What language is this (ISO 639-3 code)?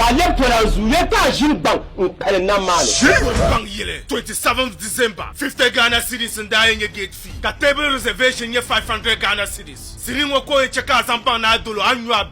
dag